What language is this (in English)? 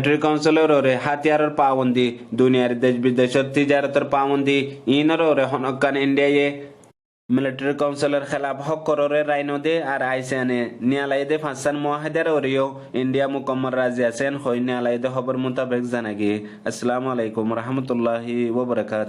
Rohingya